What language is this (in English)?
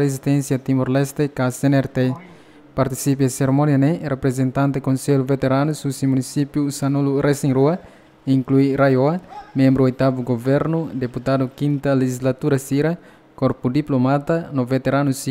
Tetum